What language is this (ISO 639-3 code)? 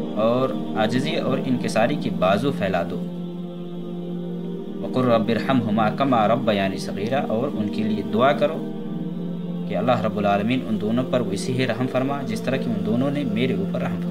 urd